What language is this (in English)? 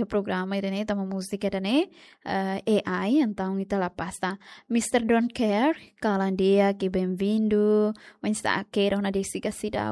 Tetum